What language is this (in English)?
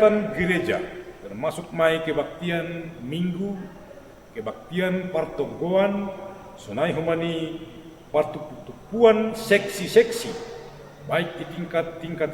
Batak Simalungun